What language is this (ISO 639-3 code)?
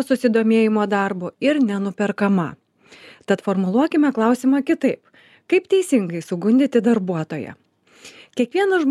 lit